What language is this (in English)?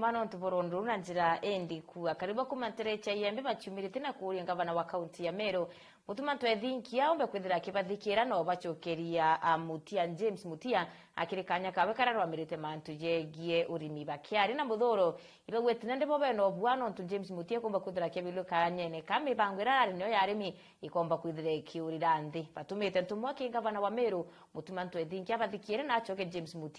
Meru